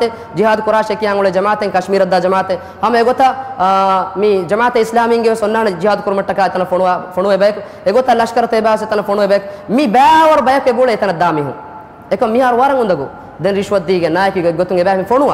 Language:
Divehi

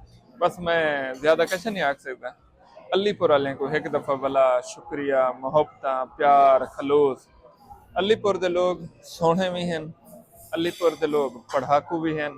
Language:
Saraiki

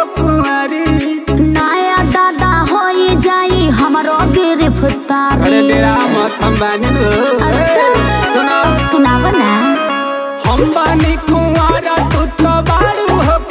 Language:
Bhojpuri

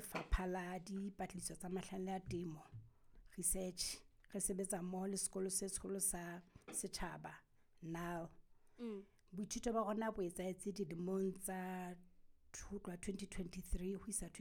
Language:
Southern Sotho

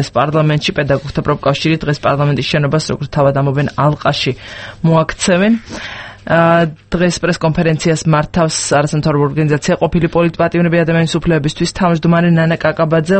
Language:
Georgian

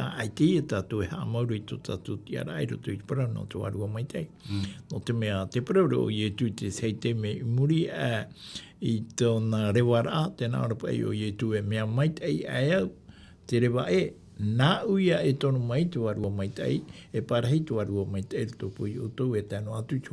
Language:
Tahitian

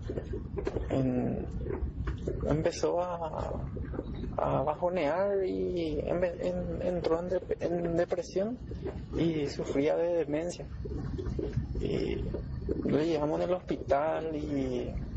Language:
Spanish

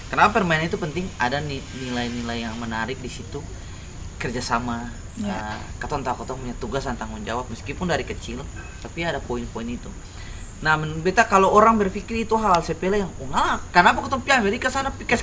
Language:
Ambonese Malay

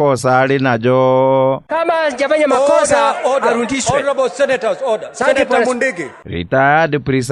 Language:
Meru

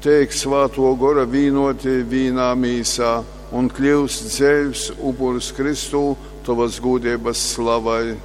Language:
Latgalian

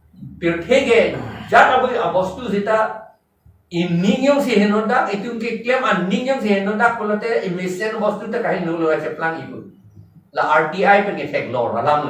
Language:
Karbi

